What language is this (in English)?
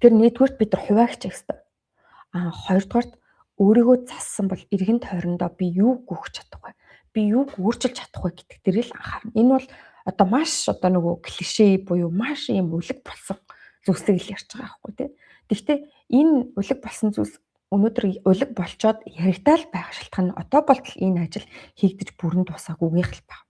Mongolian